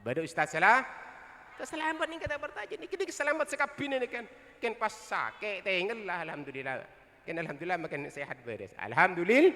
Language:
Madurese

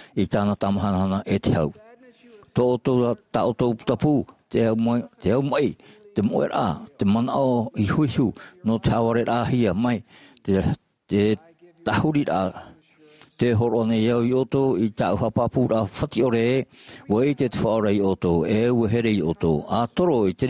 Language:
Tahitian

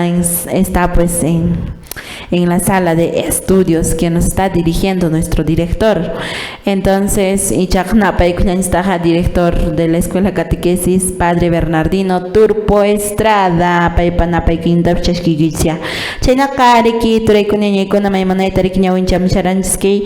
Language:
Quechua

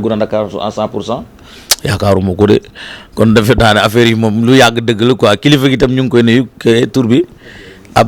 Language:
Wolof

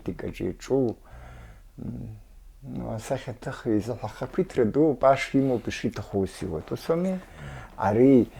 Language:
Abkhazian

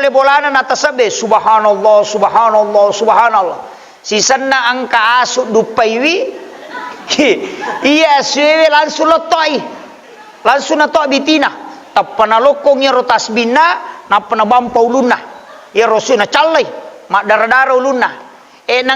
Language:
Buginese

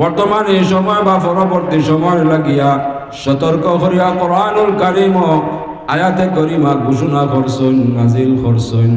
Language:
Sylheti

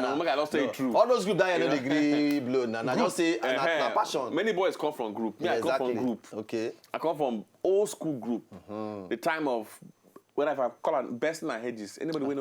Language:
Nigerian Pidgin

